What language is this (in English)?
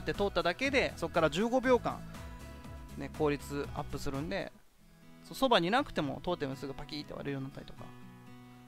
Japanese